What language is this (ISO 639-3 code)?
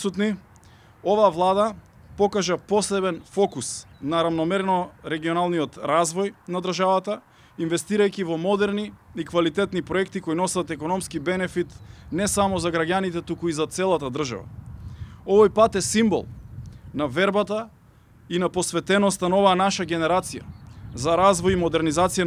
mkd